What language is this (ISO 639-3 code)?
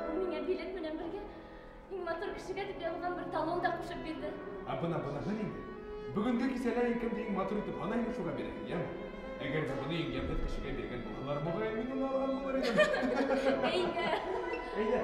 bak